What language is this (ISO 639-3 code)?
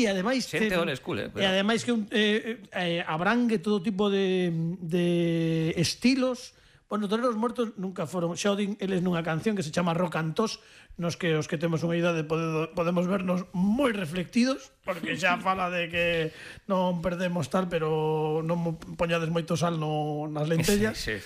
glg